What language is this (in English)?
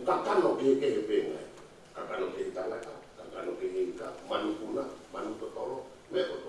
Tongan